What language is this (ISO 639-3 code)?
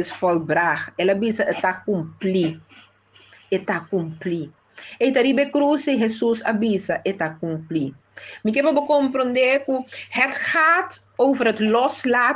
pap